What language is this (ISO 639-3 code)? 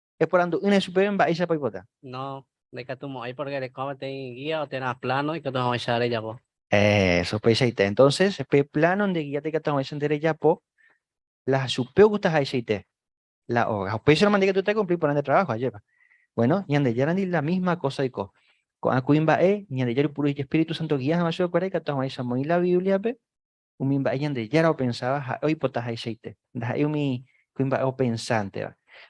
grn